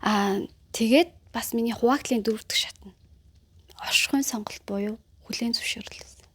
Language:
Mongolian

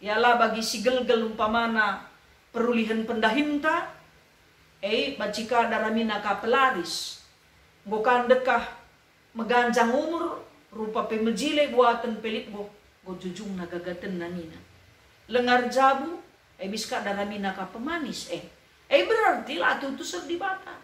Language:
Batak Karo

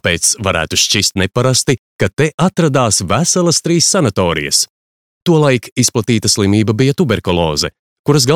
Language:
Latvian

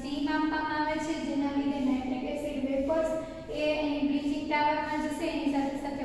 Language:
Gujarati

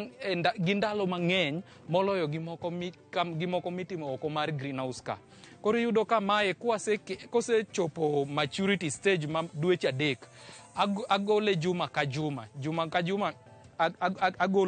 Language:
Luo (Kenya and Tanzania)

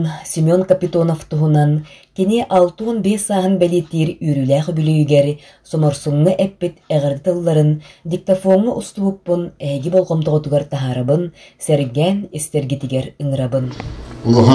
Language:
Yakut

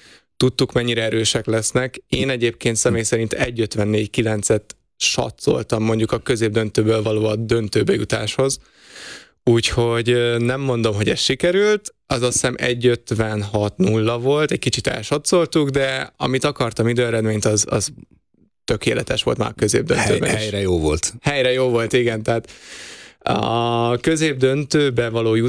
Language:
Hungarian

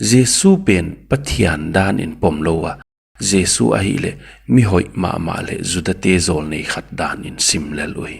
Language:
Paite Chin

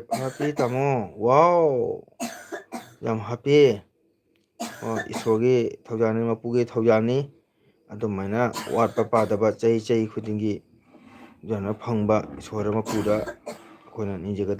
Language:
Manipuri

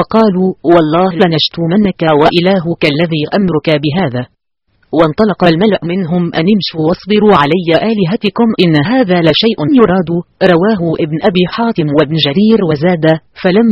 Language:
Arabic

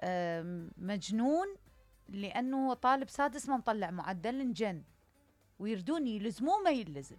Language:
Mesopotamian Arabic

